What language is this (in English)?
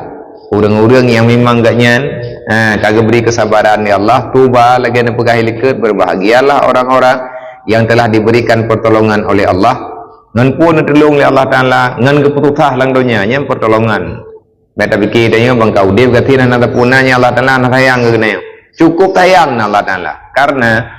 Achinese